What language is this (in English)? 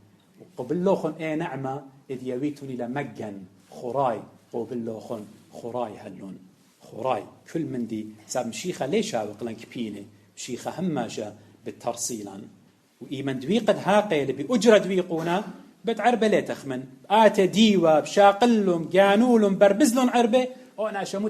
Assyrian Neo-Aramaic